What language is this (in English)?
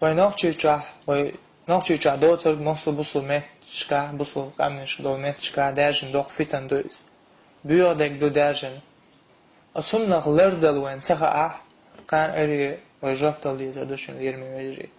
Chechen